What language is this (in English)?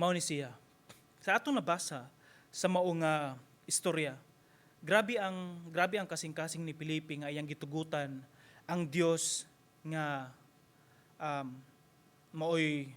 Cebuano